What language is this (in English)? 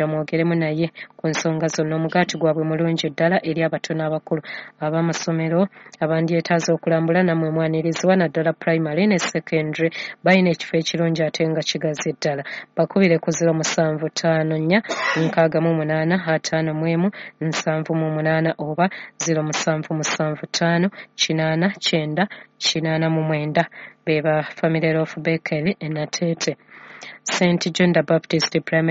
Ganda